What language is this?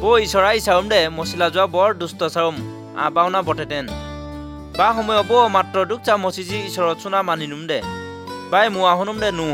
Assamese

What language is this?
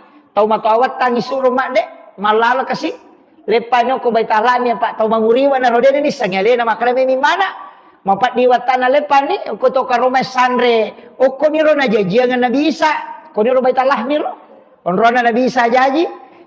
Buginese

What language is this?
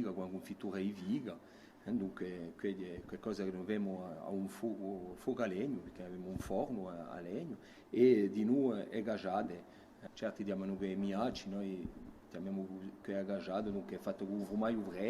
Corsican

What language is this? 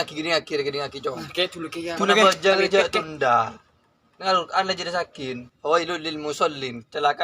Madurese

